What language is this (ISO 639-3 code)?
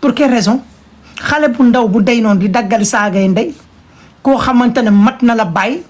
wol